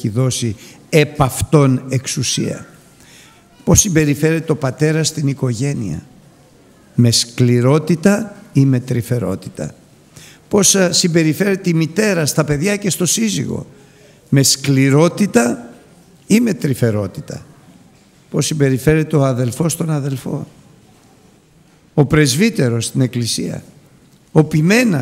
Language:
Greek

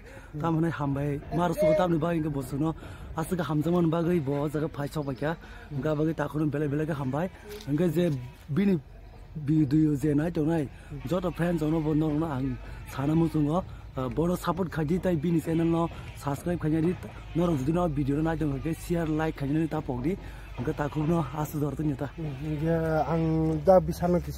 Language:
Kok Borok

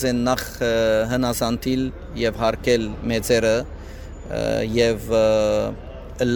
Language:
Western Armenian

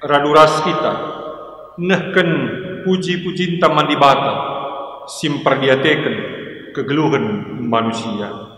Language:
Batak Karo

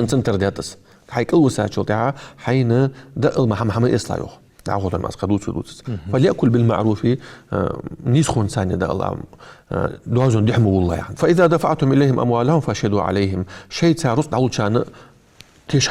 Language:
Ingush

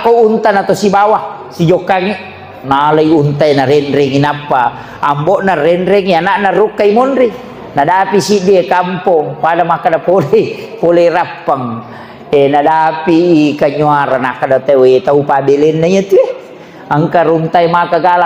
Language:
Buginese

